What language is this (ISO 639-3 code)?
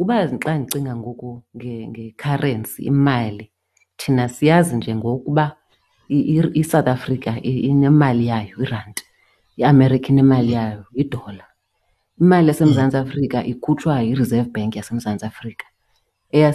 xho